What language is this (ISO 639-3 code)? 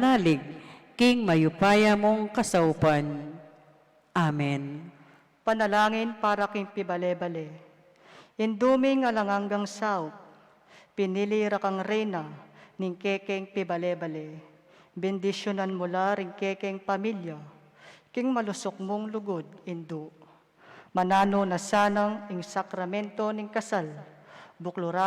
pam